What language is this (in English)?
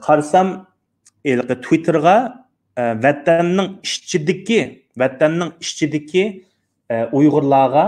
Uyghur